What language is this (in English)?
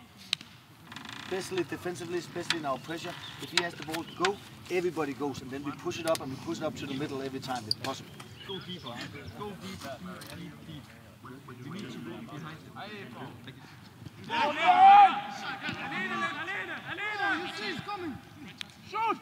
Danish